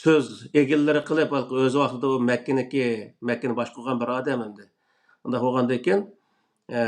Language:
Uyghur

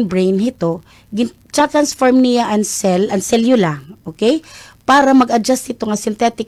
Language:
Waray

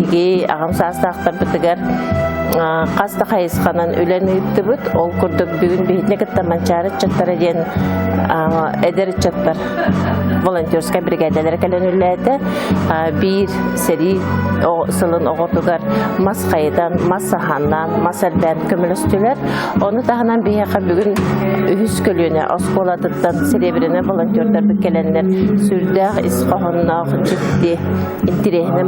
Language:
Yakut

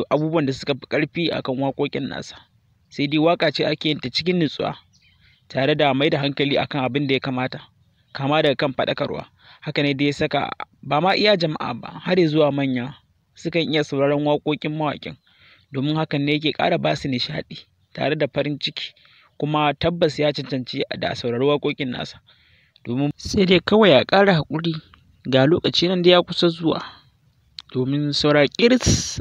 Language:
Hausa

